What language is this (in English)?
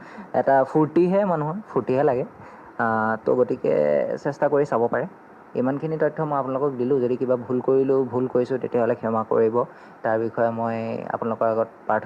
Assamese